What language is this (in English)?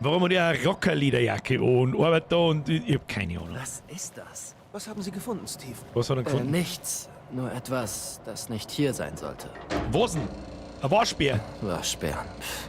Bavarian